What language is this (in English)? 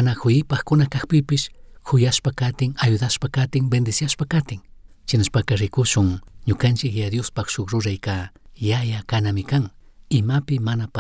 Chimborazo Highland Quichua